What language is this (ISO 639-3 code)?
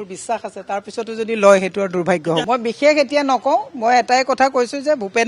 asm